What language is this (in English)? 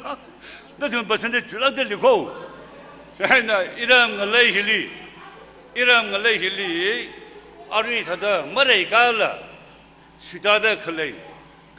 Tangkhul Naga (India)